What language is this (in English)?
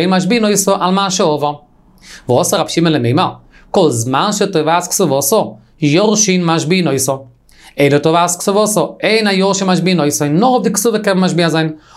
Yiddish